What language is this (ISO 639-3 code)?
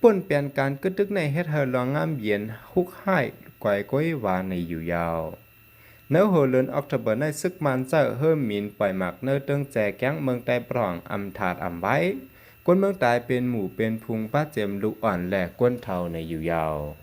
shn